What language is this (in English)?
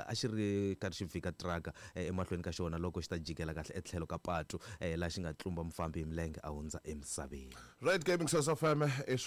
Tsonga